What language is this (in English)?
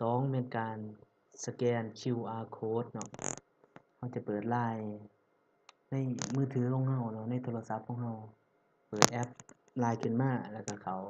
Lao